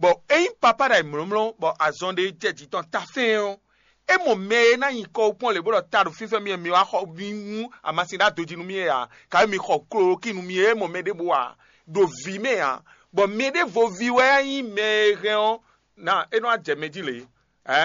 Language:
Fon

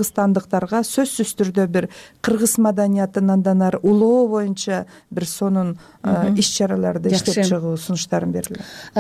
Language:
Kyrgyz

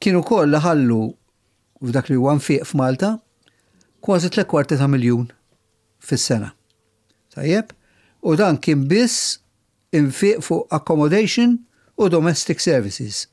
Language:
Maltese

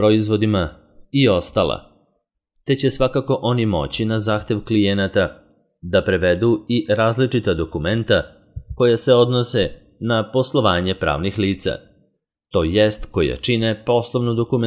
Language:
Serbian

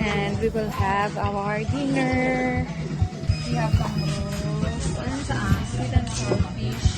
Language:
Hiligaynon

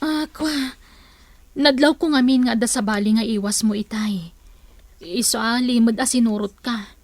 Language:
Iloko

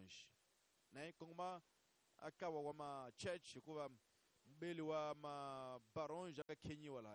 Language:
Tsonga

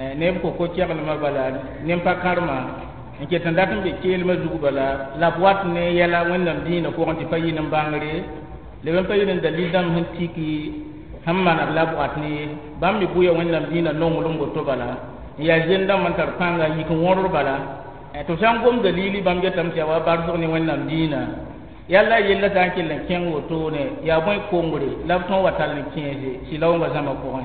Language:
Mossi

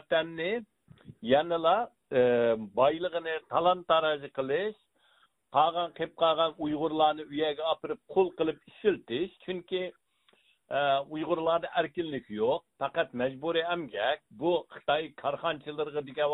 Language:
Uyghur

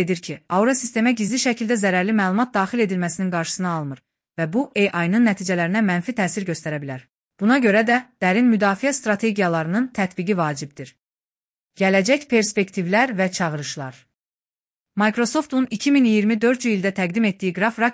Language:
Azerbaijani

